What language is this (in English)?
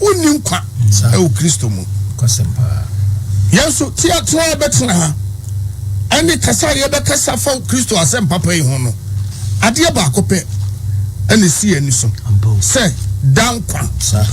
Akan